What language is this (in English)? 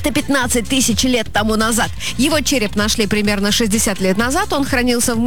Russian